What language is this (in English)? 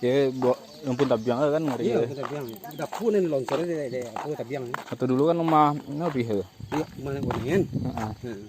Minangkabau